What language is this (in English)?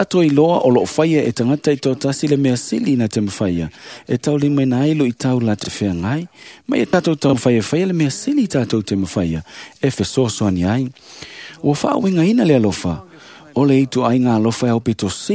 Samoan